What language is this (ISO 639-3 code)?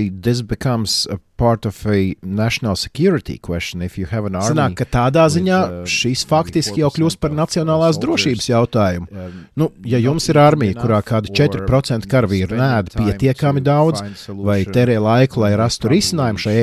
lav